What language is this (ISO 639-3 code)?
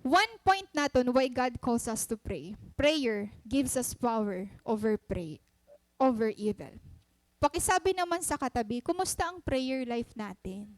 war